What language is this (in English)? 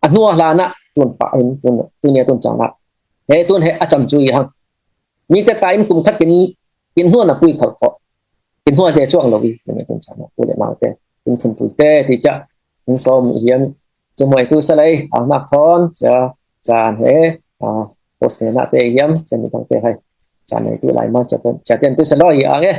Falam Chin